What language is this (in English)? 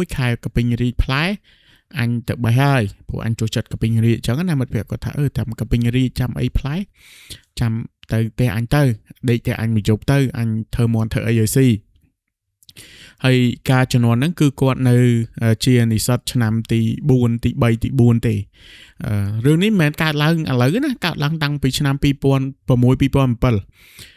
Khmer